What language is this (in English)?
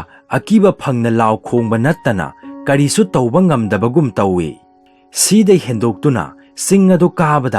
Manipuri